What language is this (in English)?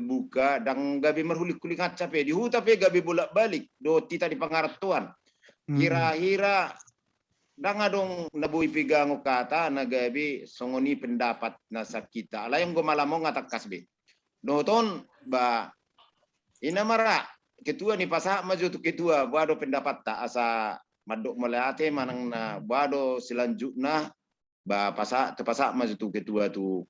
Batak Toba